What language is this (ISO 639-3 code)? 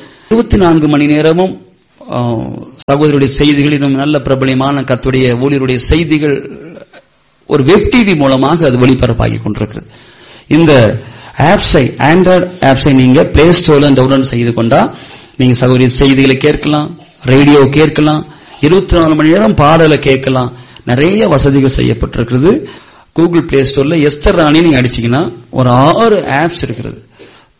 tam